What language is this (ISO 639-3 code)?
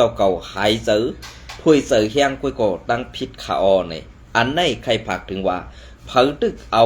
shn